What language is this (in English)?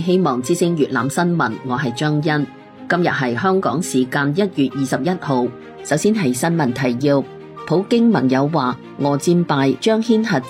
Cantonese